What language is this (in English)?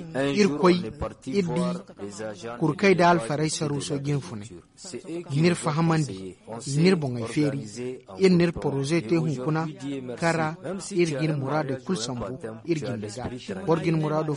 Zarma